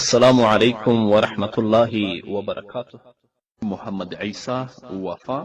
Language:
Pashto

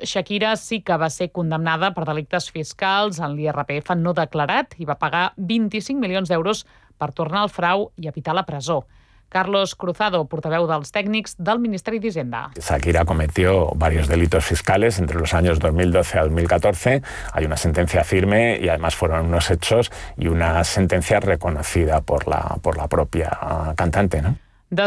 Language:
Catalan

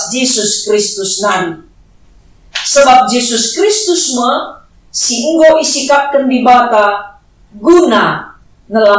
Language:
Batak Karo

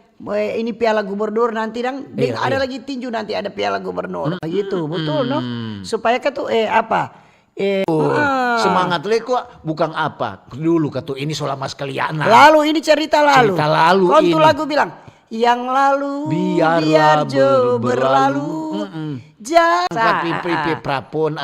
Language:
Manado Malay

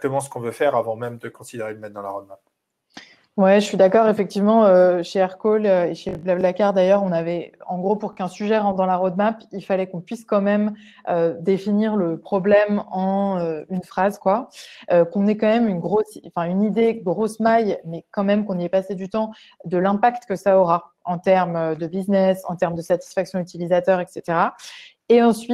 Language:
French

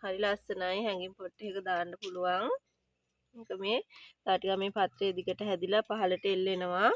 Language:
Sinhala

